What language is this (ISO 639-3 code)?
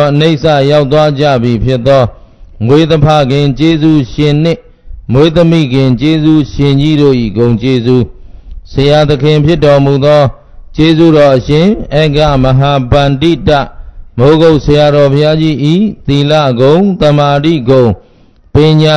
mya